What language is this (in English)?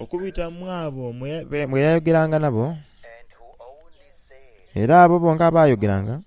Soga